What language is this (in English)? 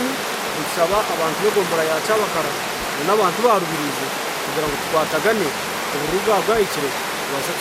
Nyankole